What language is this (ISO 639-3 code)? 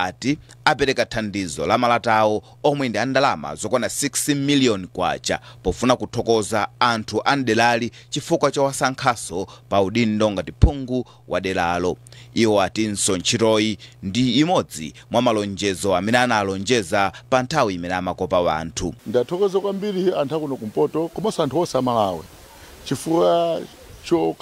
nya